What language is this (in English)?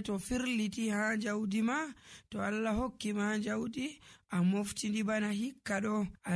Nigerian Fulfulde